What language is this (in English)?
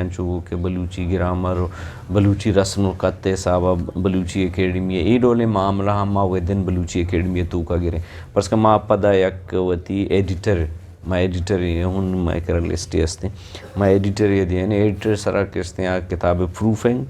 Eastern Balochi